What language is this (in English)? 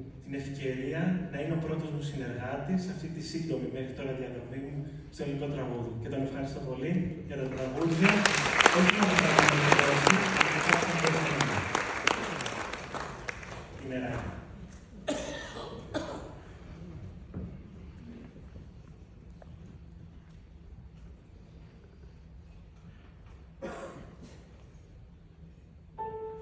Greek